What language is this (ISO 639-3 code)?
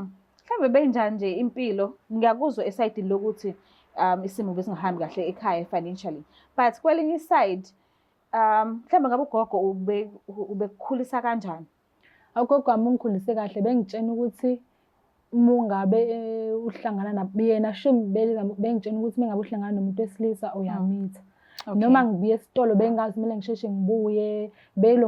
zul